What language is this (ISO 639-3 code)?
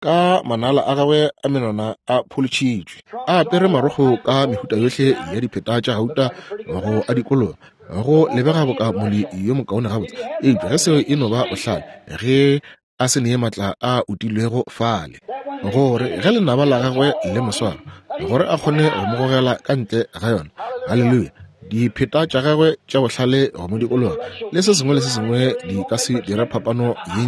nso